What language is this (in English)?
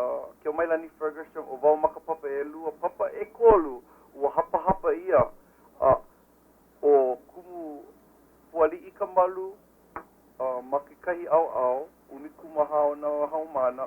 Hawaiian